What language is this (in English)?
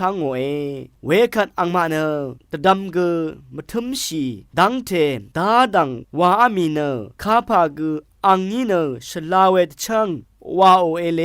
Rawang